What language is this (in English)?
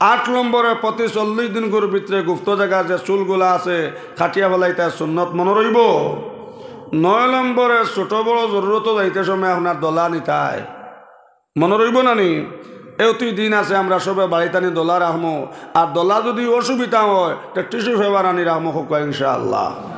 Sylheti